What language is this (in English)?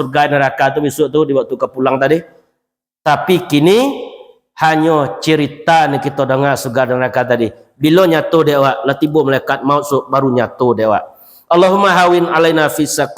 Minangkabau